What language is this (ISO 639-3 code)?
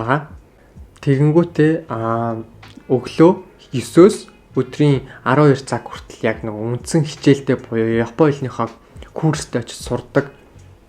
mon